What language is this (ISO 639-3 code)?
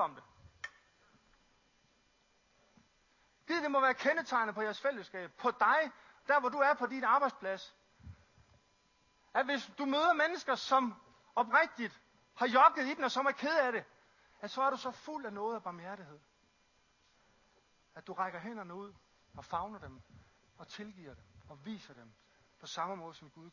dan